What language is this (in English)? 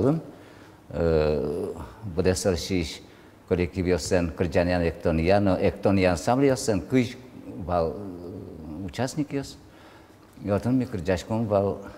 Udmurt